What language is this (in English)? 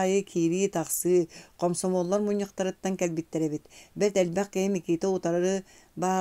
Yakut